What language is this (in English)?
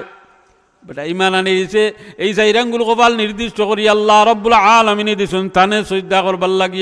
Sylheti